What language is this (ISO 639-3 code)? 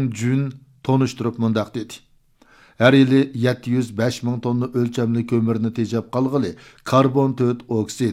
uig